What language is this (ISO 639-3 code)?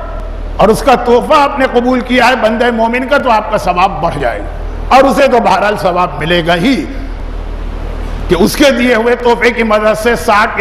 urd